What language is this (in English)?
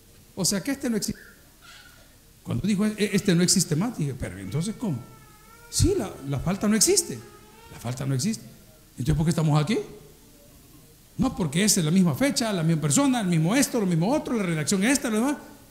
Spanish